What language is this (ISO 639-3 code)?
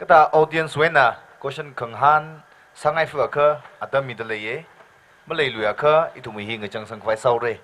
nmf